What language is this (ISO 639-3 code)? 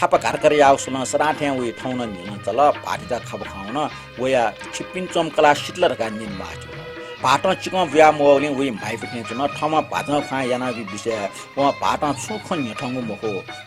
new